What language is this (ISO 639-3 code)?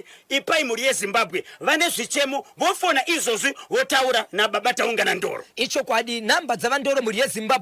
sna